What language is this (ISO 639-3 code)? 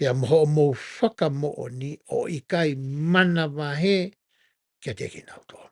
ton